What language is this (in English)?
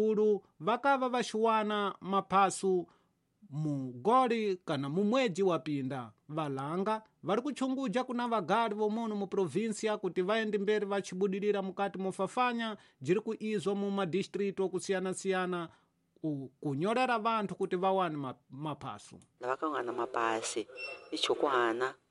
Tsonga